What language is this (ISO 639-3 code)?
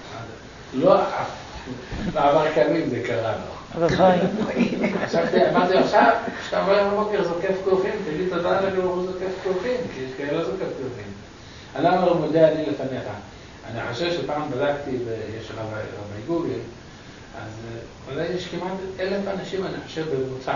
heb